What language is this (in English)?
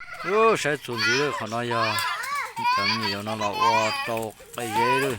Hmong